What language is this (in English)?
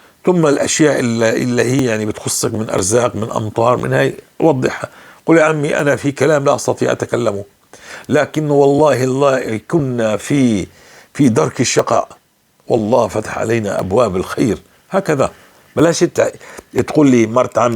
North Levantine Arabic